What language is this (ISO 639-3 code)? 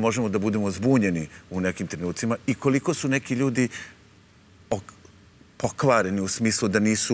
srp